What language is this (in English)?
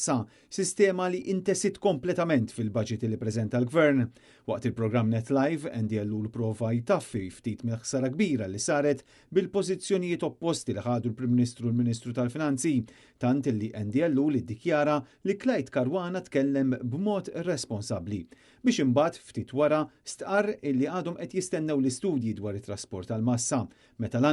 Maltese